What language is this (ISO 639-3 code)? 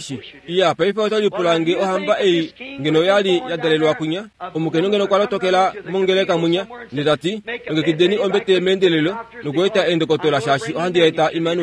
kua